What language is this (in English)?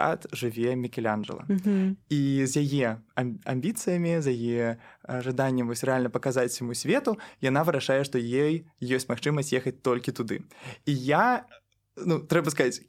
Belarusian